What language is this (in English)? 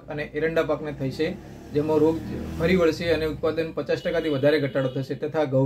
Gujarati